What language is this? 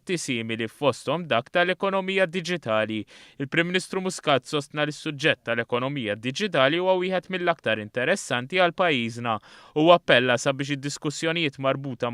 Maltese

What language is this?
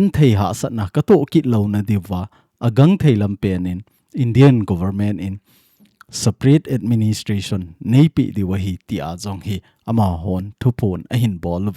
Thado Chin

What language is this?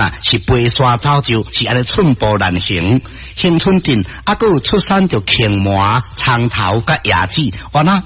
Min Nan Chinese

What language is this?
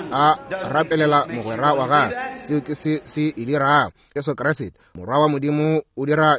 Northern Sotho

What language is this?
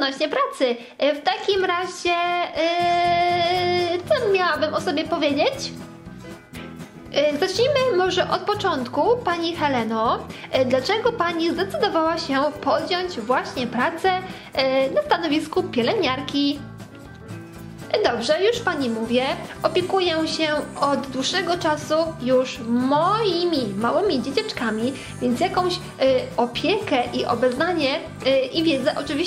Polish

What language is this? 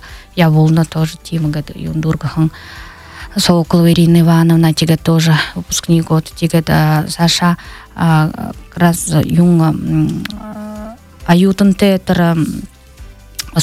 Buriat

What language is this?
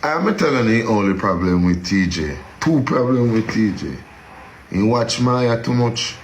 Jamaican Creole English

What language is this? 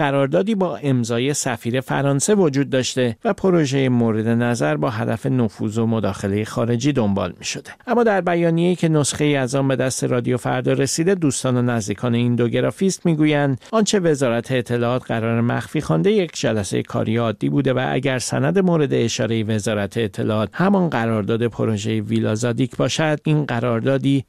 Persian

